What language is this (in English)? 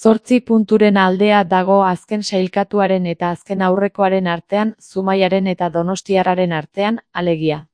Basque